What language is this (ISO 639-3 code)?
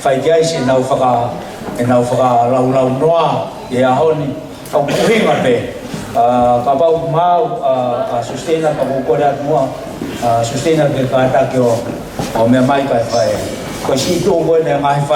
ton